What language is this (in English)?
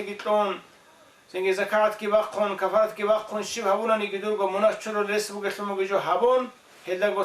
Avaric